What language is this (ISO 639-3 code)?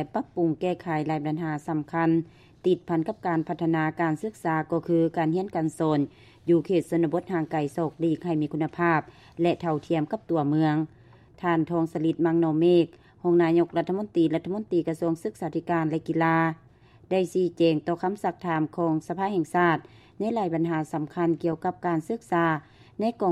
lao